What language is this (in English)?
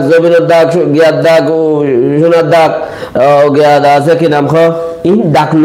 Rohingya